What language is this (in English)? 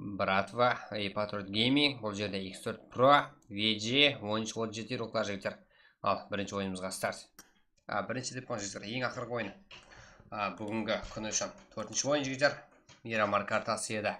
Kara-Kalpak